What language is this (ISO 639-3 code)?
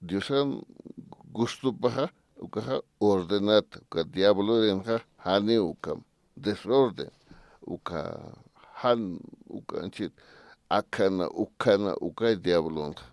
aym